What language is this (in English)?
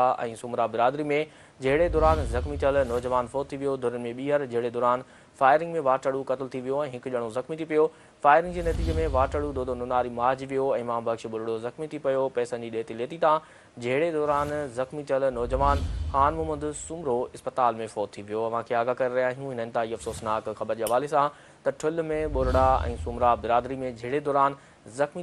Sindhi